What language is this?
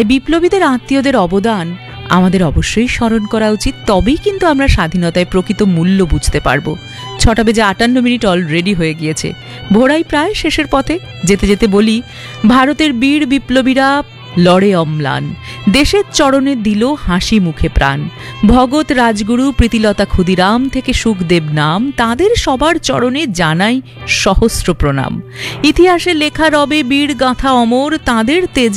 Bangla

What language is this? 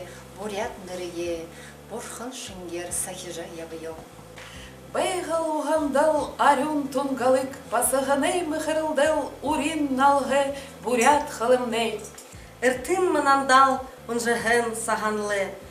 Buriat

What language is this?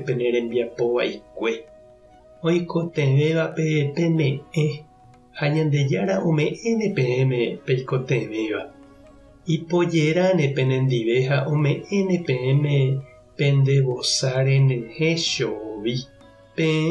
Guarani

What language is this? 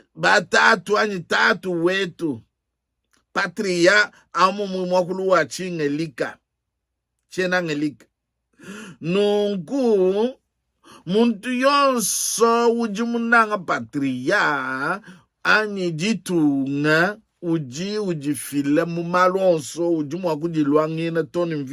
Luba-Lulua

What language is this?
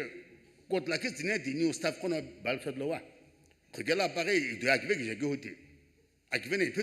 Sumi Naga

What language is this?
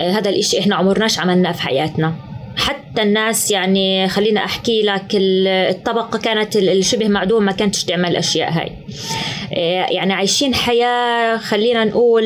North Levantine Arabic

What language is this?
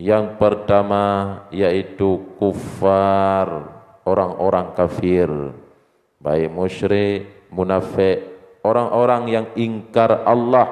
Achinese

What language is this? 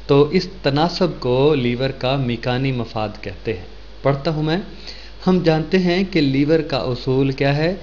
Urdu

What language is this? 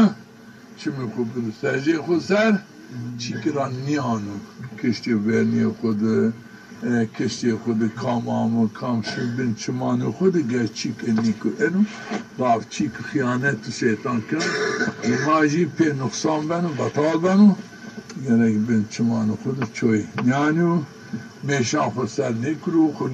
Zaza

